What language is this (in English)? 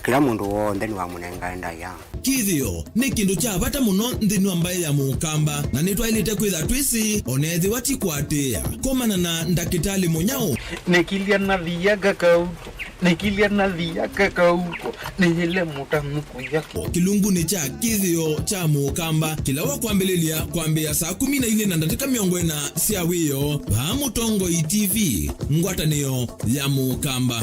Kamba